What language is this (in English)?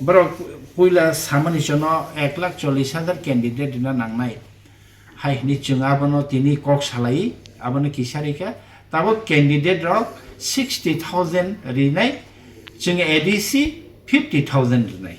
Kok Borok